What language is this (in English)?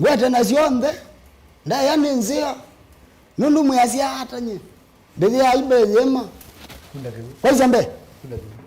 Kamba